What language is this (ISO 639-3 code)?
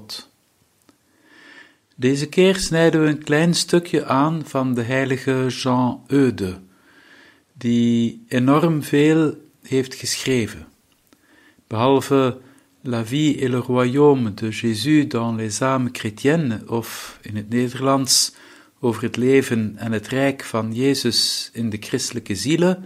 nld